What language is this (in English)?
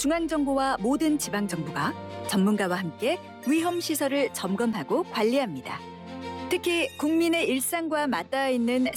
Korean